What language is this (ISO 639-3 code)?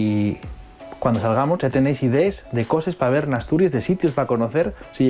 ast